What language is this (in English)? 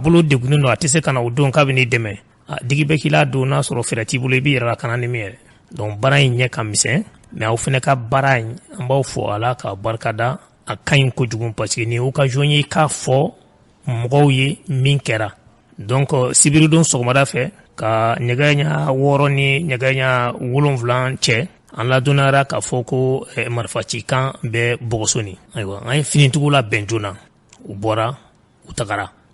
Bambara